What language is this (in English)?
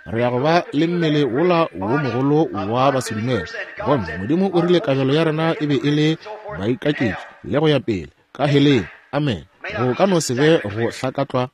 Northern Sotho